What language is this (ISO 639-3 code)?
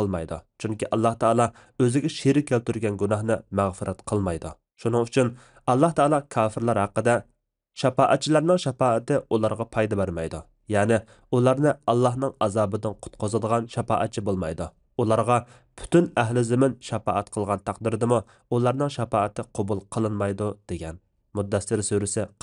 uig